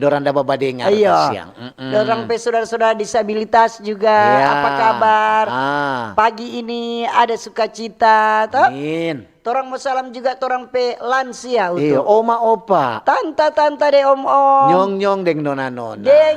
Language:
Manado Malay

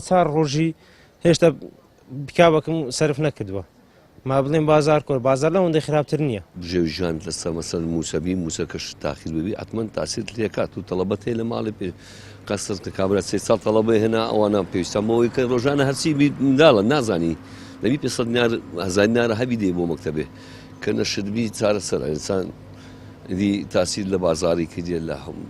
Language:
Central Kurdish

